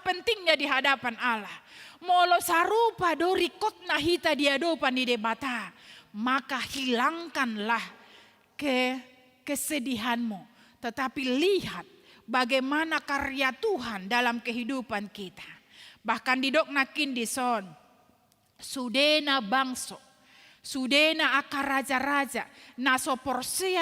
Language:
Batak Toba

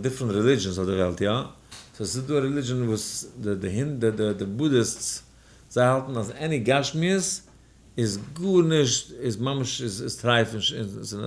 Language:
Yiddish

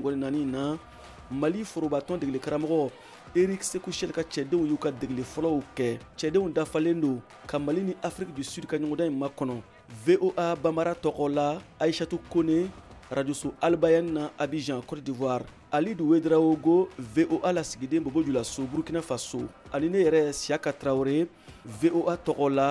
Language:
Bambara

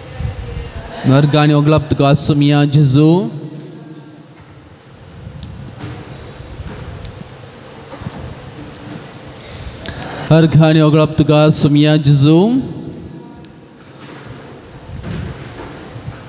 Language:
Konkani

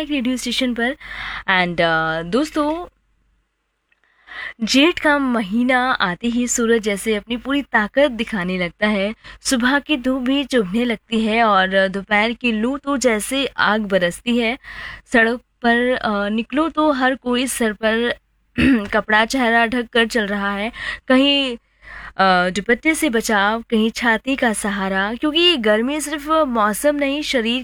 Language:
Hindi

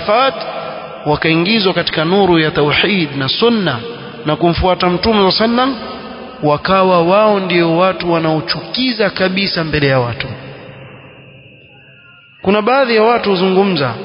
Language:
Swahili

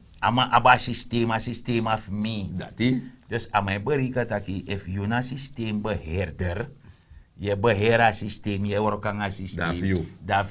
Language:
Sranan Tongo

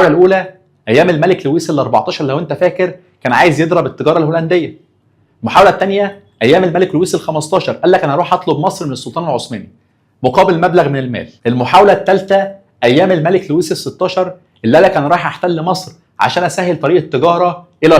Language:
Egyptian Arabic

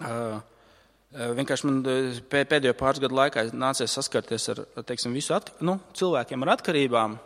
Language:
Latvian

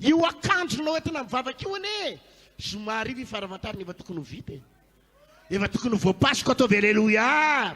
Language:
Malagasy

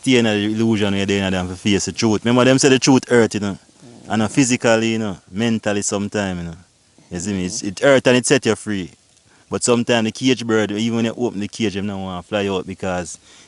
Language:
Jamaican Creole English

